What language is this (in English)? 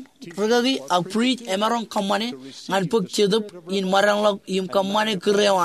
Marshallese